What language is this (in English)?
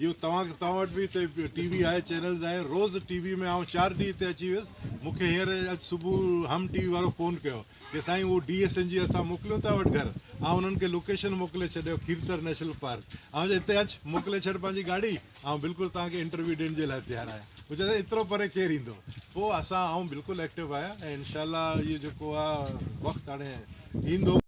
Sindhi